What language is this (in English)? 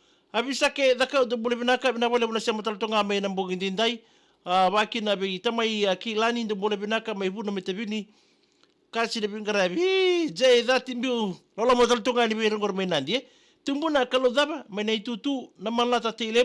Fijian